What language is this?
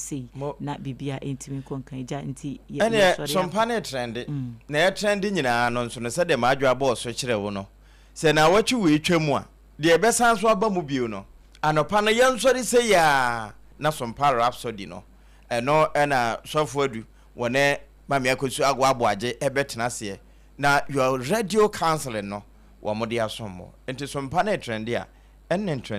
Akan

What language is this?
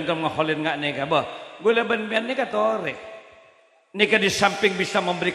Madurese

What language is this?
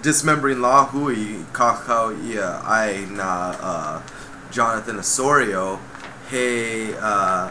Hawaiian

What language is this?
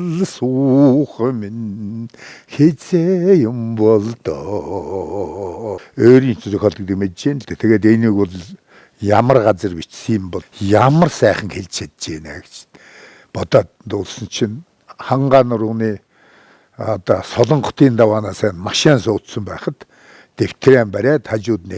Mongolian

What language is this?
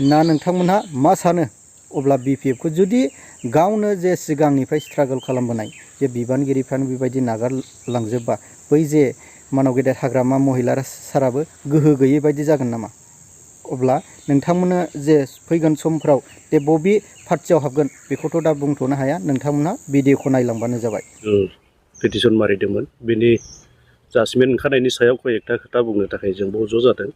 Bodo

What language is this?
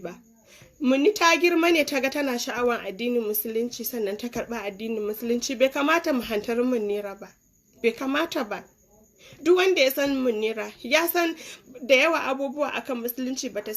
Hausa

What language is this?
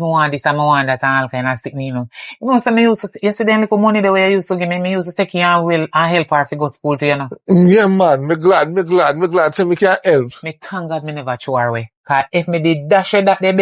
Jamaican Creole English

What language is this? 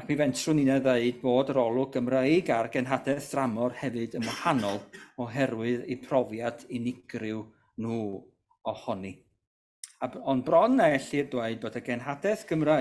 Welsh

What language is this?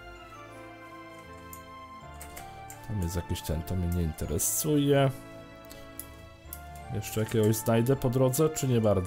Polish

